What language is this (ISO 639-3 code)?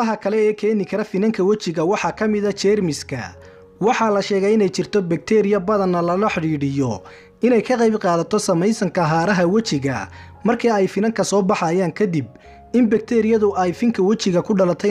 som